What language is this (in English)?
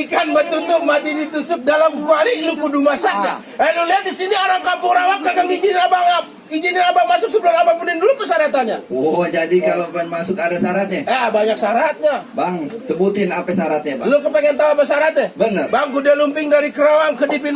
Betawi